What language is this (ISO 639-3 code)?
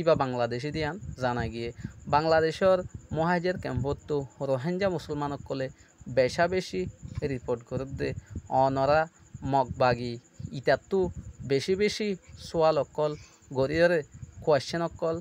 rhg